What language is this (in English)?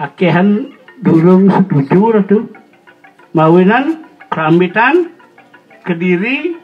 Balinese